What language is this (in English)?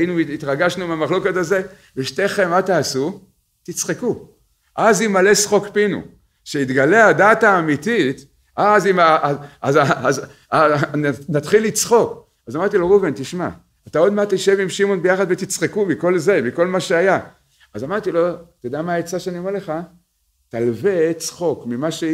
Hebrew